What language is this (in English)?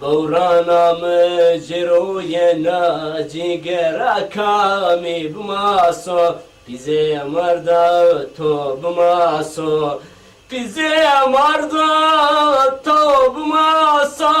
Zaza